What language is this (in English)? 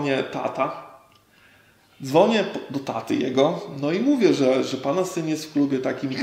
Polish